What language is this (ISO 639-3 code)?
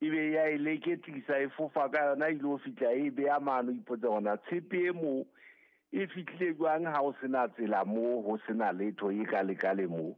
sot